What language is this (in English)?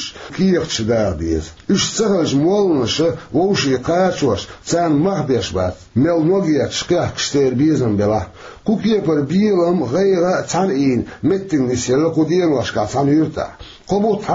Chechen